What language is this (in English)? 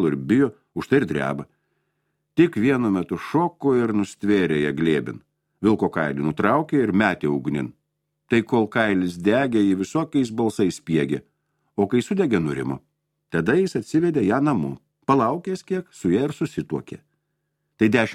Lithuanian